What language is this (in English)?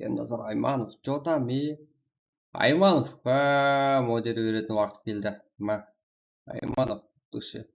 Kara-Kalpak